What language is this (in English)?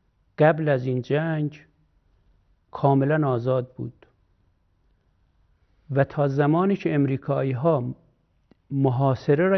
Persian